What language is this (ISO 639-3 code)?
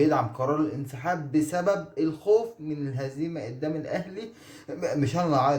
arz